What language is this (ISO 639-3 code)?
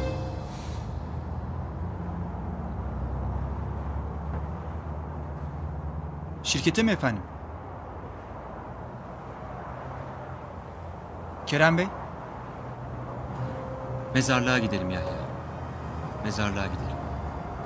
tur